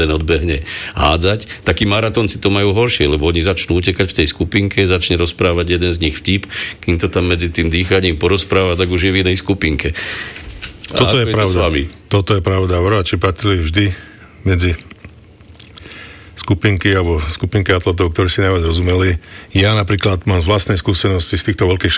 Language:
Slovak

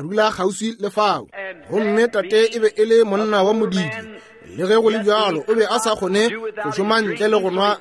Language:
Northern Sotho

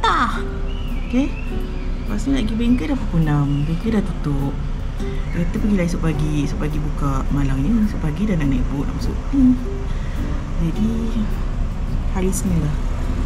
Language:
Malay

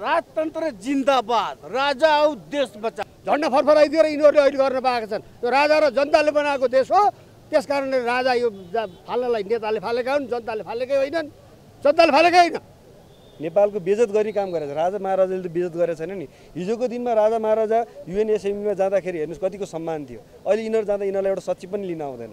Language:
Nepali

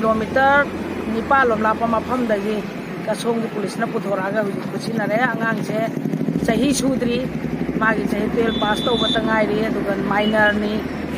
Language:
Manipuri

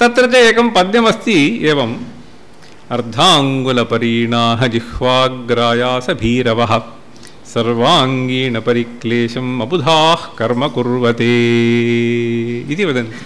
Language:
Sanskrit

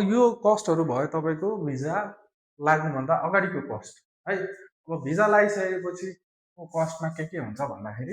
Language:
Nepali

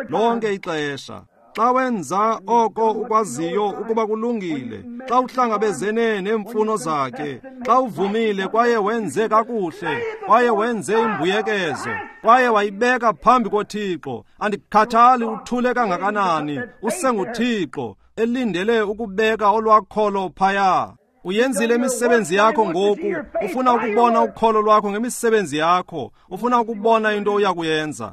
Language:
Xhosa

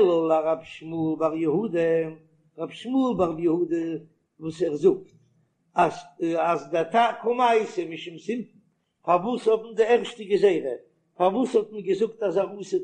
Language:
Yiddish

